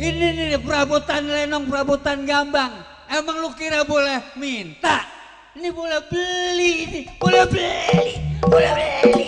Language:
Betawi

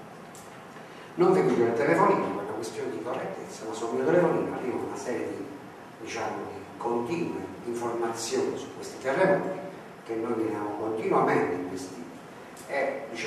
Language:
Italian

